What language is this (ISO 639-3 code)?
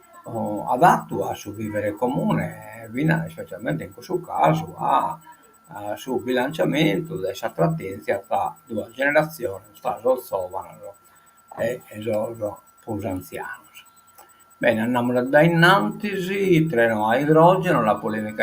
srd